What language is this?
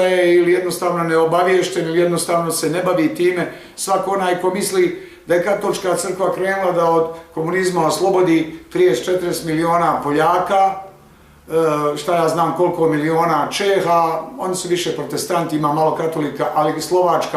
Bosnian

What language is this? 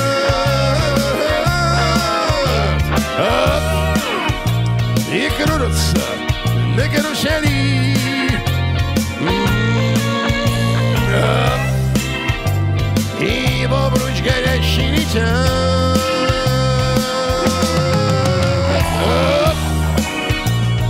Russian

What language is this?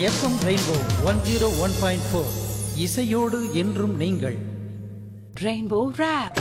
Tamil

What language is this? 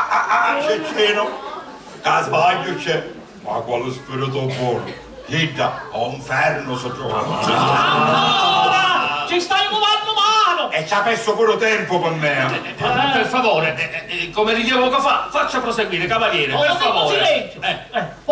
Sicilian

